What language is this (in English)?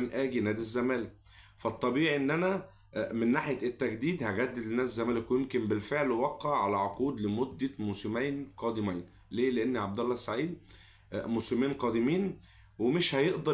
Egyptian Arabic